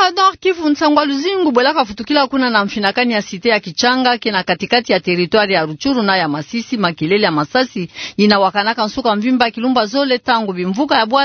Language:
Kituba (Democratic Republic of Congo)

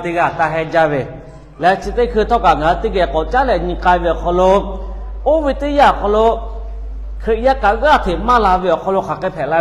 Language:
Lahu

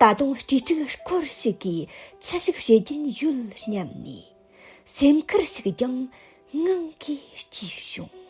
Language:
Tibetan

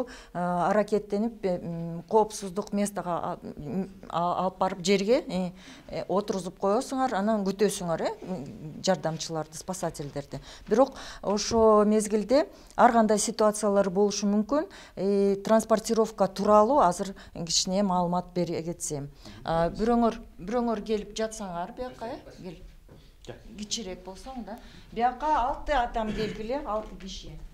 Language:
Kyrgyz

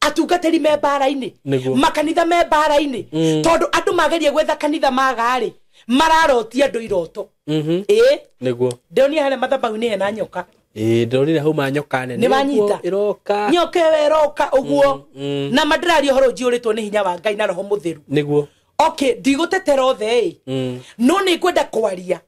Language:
Kikuyu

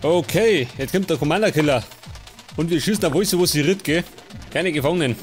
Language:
Bavarian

